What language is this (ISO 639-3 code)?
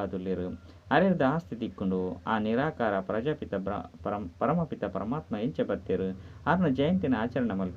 tcy